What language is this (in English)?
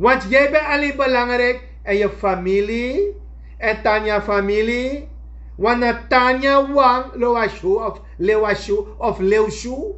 Sranan Tongo